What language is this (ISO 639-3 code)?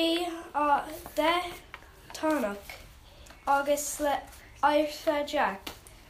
gle